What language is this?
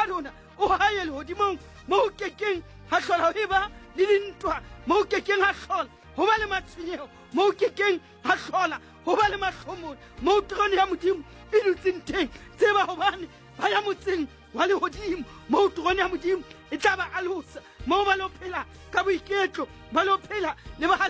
Southern Sotho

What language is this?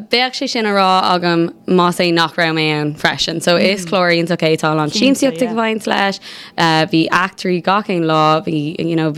Irish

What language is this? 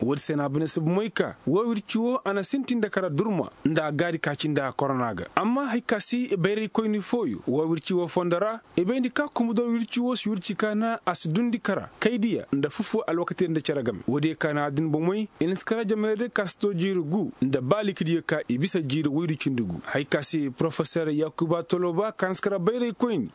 Koyraboro Senni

